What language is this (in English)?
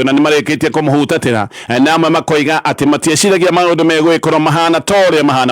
Kikuyu